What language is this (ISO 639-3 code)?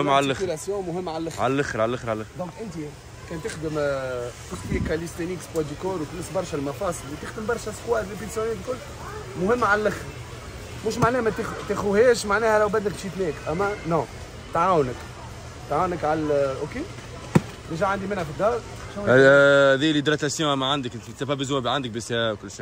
aeb